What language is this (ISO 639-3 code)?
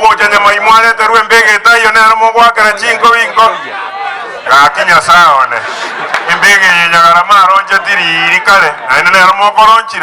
guz